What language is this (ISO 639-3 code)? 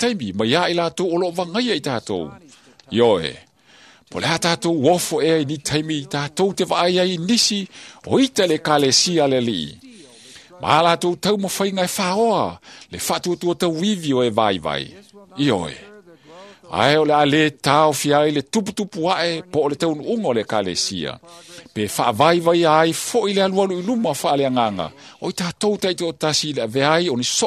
smo